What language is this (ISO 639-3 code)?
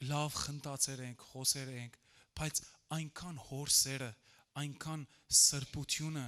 hyw